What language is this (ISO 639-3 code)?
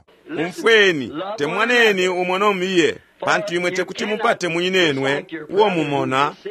bem